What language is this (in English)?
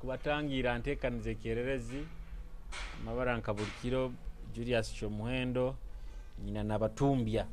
Nyoro